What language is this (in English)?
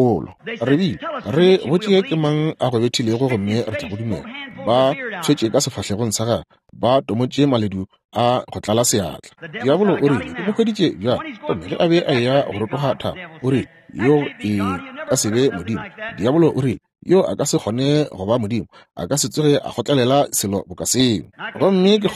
Northern Sotho